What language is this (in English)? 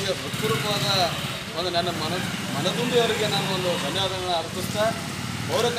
Kannada